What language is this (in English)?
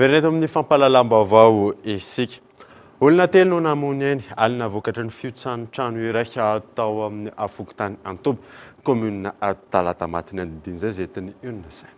Malagasy